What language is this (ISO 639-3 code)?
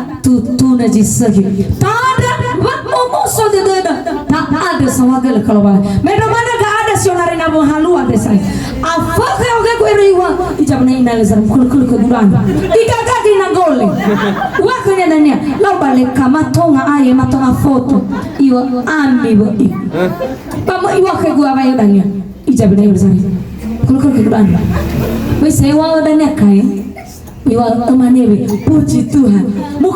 nia